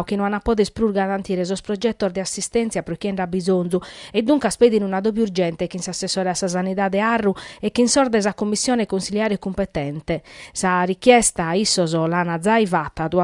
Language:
Sardinian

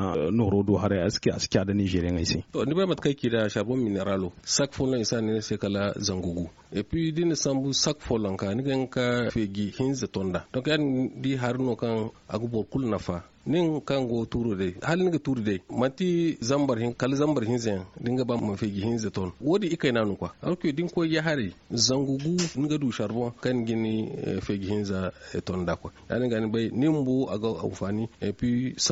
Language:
Zarma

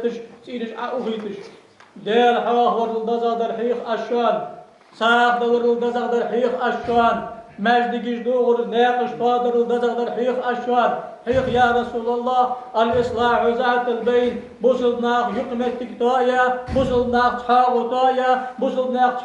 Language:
Ingush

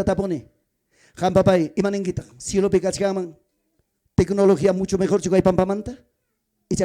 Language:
Ayacucho Quechua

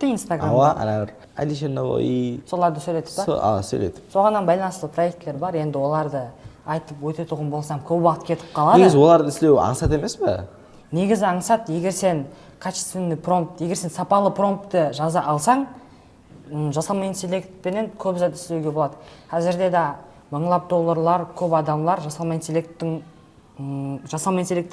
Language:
Kara-Kalpak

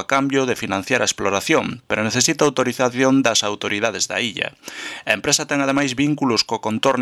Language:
Galician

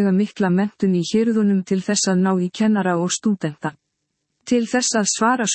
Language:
Icelandic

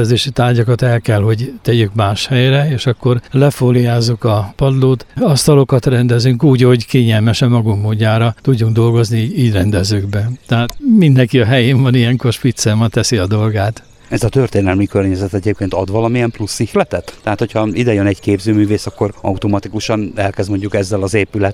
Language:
Hungarian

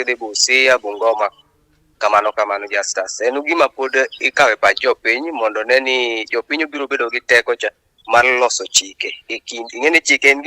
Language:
Luo (Kenya and Tanzania)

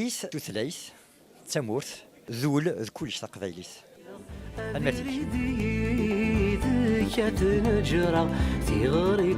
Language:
Kabyle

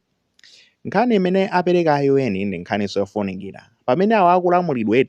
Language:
Nyanja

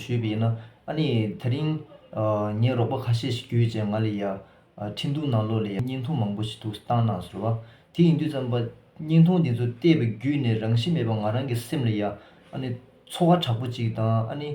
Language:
Tibetan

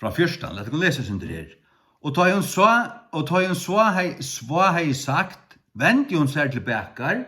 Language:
Faroese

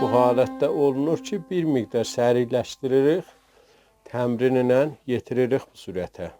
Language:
South Azerbaijani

